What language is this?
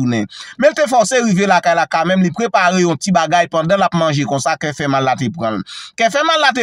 Haitian Creole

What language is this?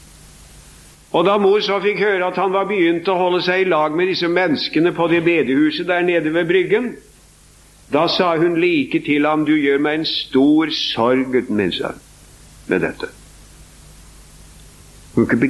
Norwegian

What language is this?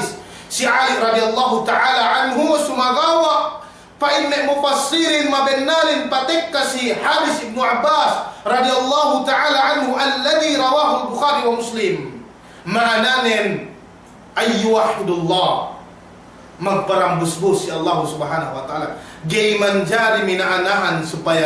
Yakan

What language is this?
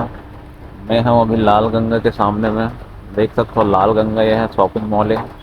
Chhattisgarhi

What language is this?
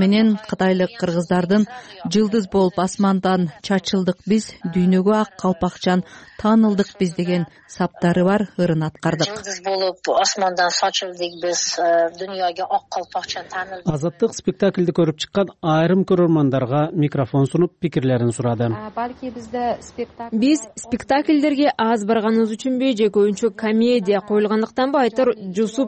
Kyrgyz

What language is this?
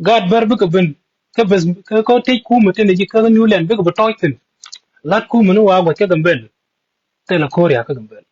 Nuer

